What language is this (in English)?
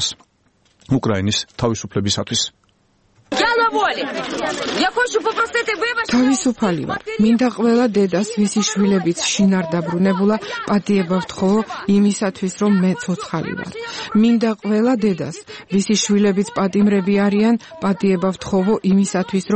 Georgian